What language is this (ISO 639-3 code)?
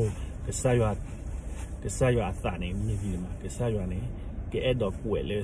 ksw